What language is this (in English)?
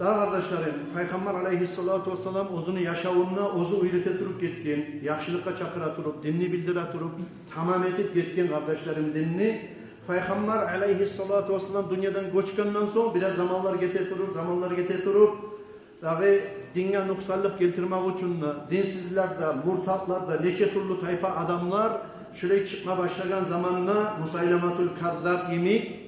Kumyk